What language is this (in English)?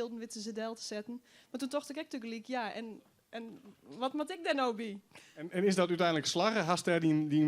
Western Frisian